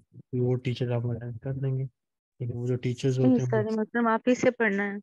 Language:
Urdu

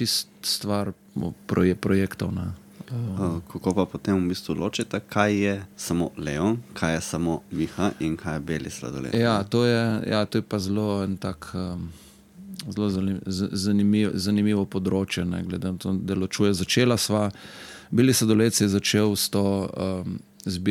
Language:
Slovenian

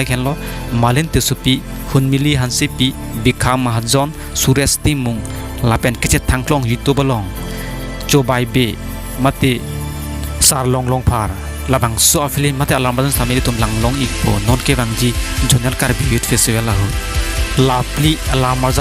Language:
Karbi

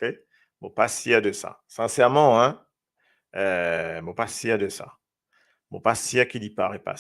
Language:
Morisyen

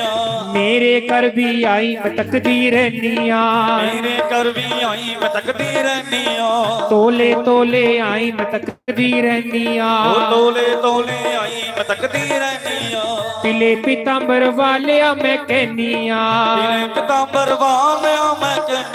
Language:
Dogri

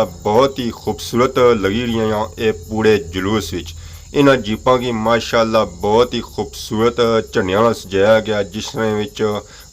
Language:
Pahari-Potwari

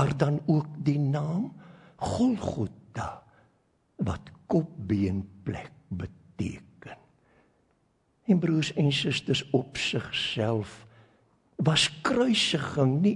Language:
Afrikaans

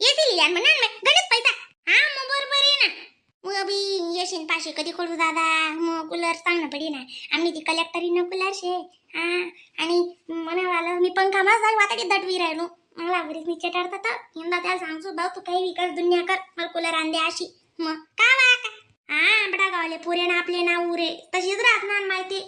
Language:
Khandesi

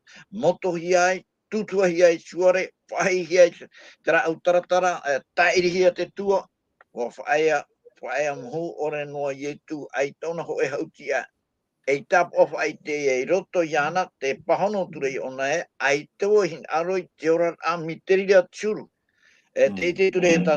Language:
Tahitian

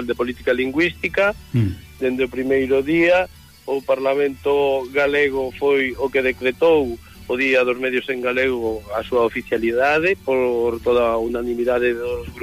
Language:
Galician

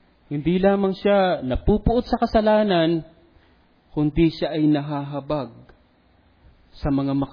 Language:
Filipino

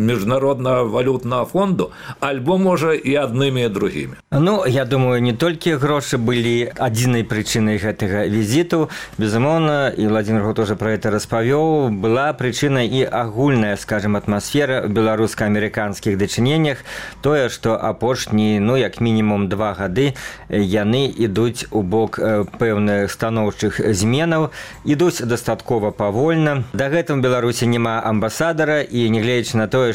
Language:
Belarusian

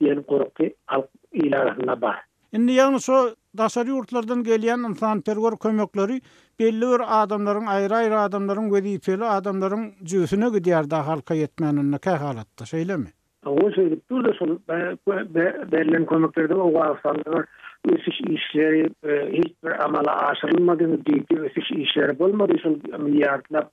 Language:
Turkmen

